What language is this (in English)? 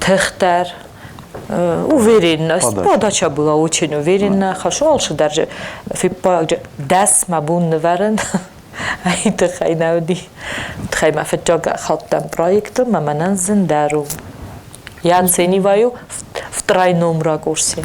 Ossetic